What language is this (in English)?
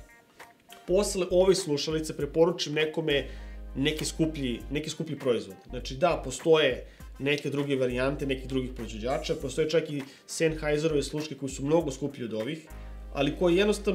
Serbian